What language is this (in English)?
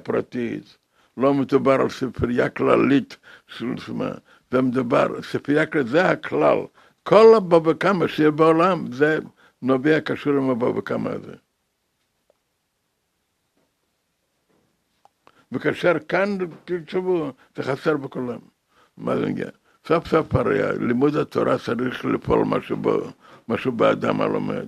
Hebrew